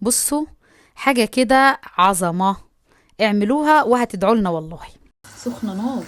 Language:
Egyptian Arabic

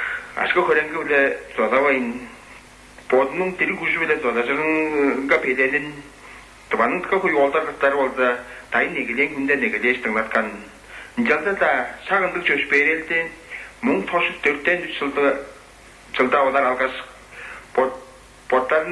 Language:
Tuvinian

